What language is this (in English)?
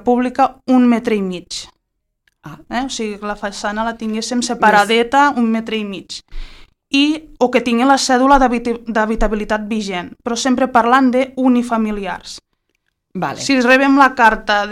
Catalan